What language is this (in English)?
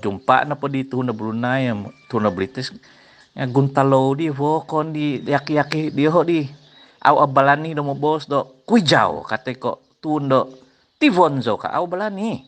Central Dusun